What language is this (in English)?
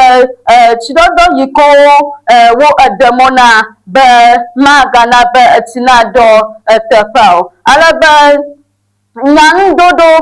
Ewe